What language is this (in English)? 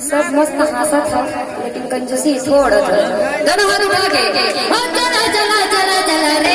Chhattisgarhi